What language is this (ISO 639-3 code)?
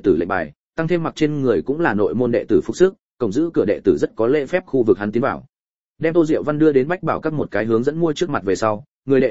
vie